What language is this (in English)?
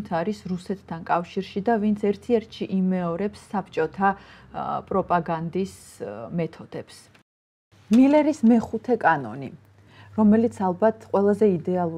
Georgian